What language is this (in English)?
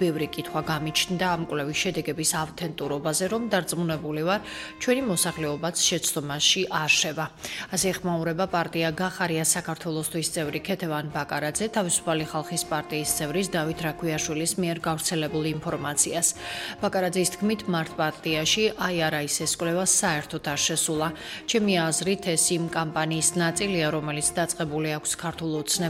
Georgian